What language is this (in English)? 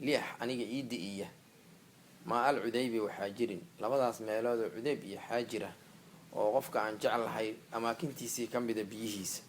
Somali